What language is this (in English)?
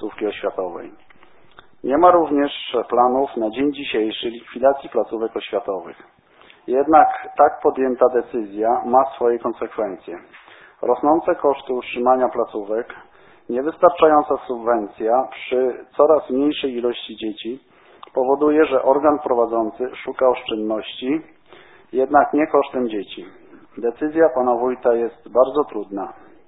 Polish